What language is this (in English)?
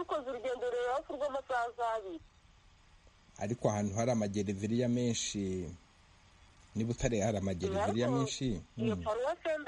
Kinyarwanda